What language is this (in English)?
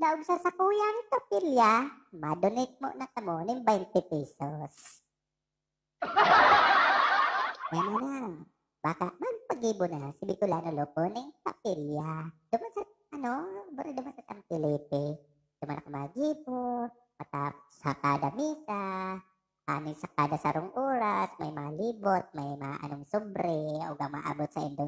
Bikol